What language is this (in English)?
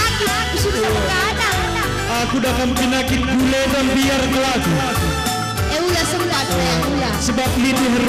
Batak Karo